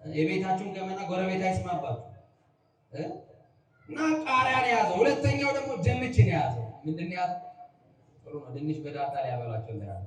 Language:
Amharic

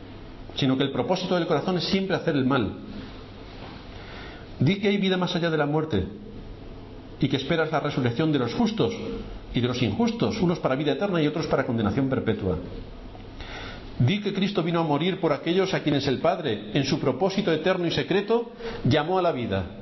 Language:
Spanish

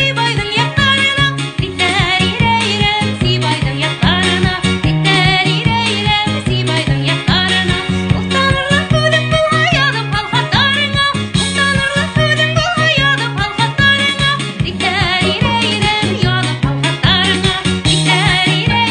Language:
Bashkir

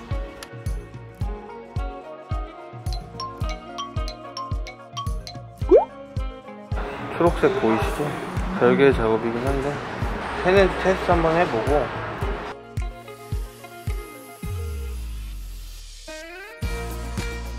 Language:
Korean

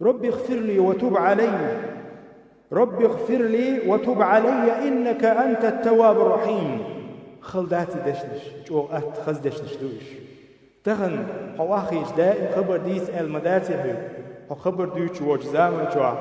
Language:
Chechen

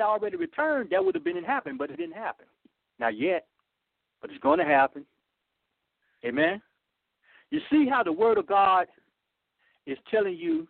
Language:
English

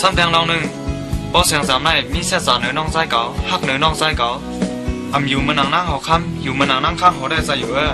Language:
Shan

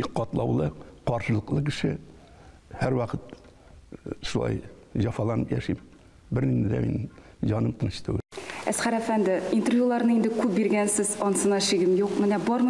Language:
Tatar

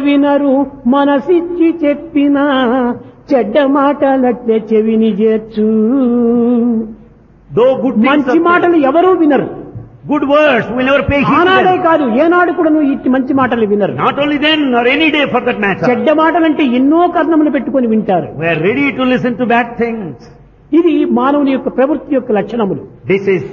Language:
Telugu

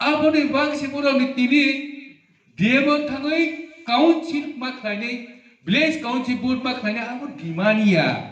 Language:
Riang (India)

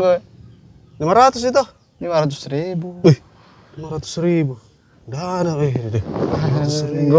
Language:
Makassar Malay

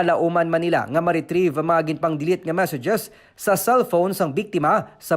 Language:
Hiligaynon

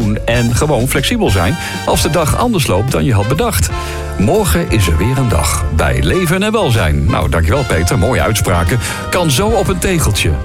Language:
Dutch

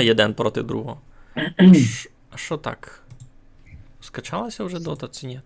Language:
Rusyn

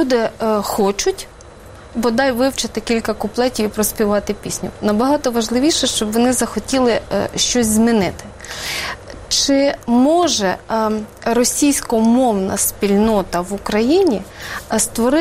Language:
Ukrainian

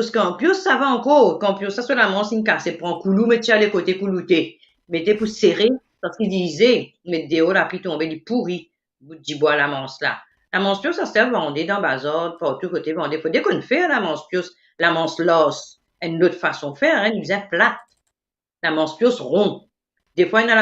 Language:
Morisyen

